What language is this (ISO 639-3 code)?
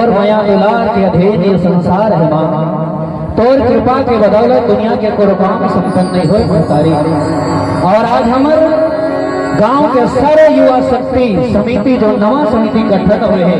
hne